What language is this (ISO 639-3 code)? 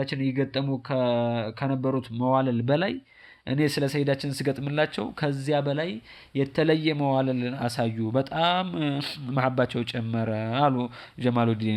amh